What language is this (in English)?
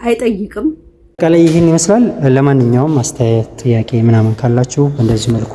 Amharic